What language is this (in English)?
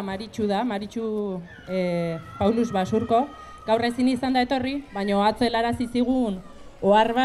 Basque